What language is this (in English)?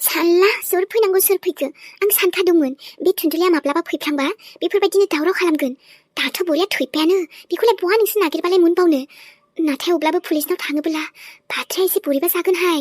Bodo